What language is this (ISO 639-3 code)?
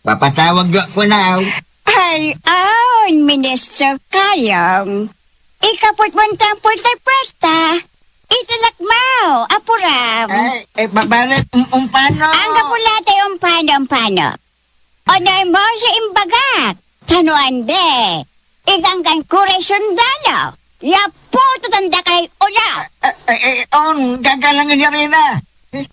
pag